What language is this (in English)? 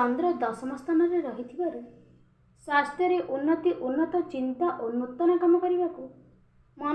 Odia